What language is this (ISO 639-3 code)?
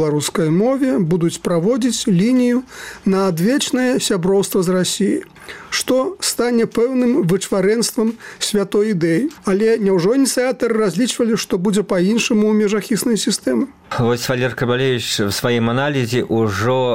bel